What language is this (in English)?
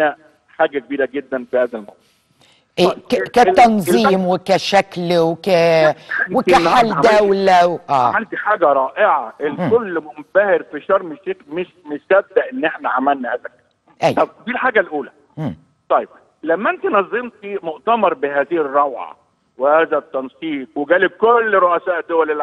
Egyptian Arabic